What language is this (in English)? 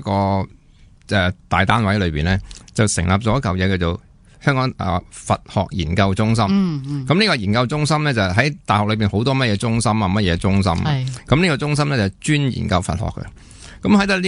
Cantonese